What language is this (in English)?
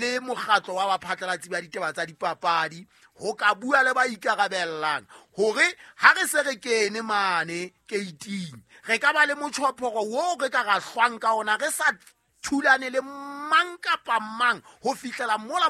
Southern Sotho